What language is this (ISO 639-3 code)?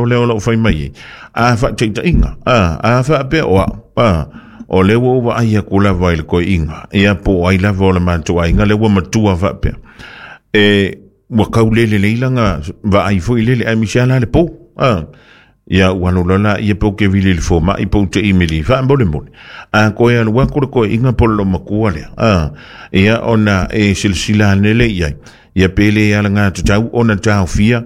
smo